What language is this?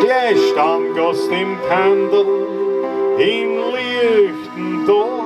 Bavarian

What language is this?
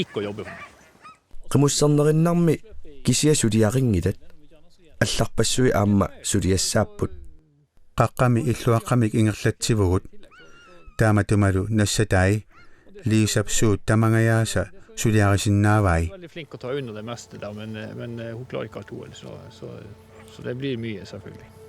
Kalaallisut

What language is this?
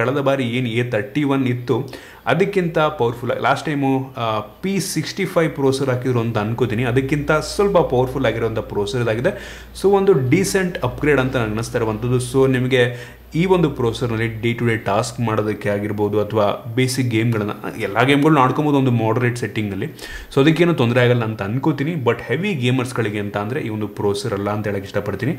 Kannada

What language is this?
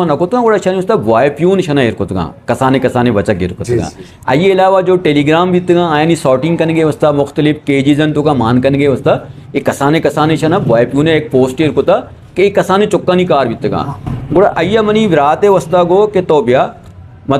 Eastern Balochi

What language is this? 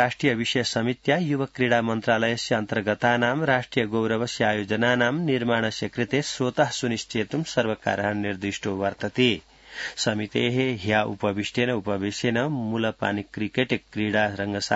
Sanskrit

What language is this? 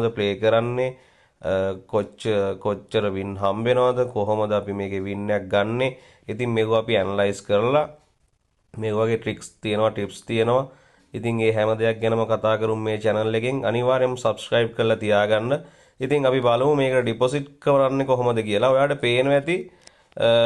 Sinhala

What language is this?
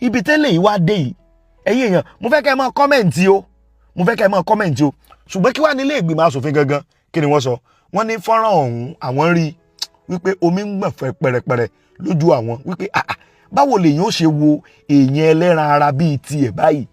Yoruba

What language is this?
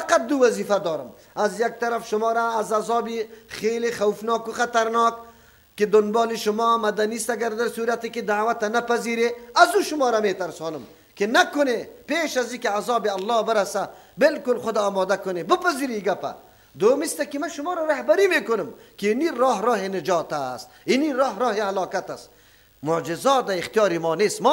Persian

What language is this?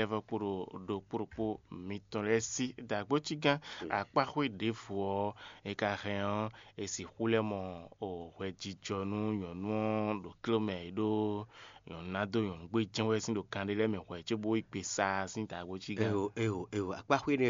Fon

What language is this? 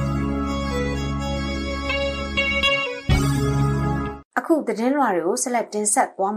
Burmese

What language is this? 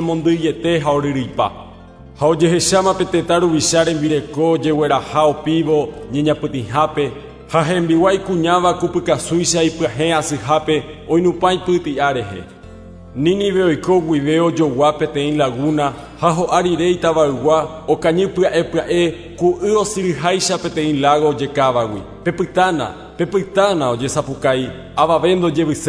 Guarani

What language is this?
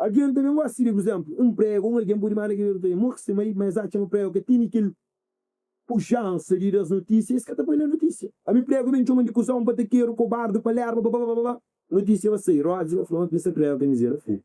Kabuverdianu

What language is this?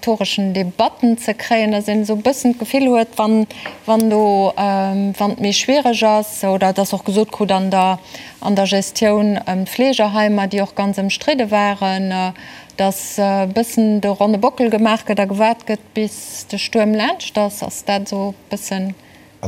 Luxembourgish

